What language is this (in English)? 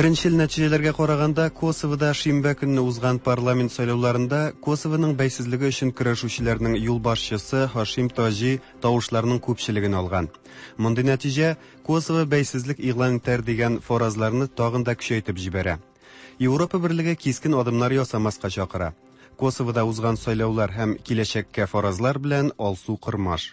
Tatar